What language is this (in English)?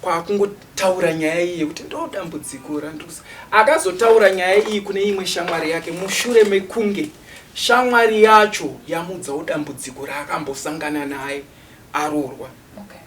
Shona